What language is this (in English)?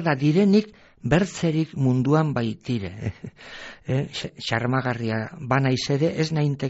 Basque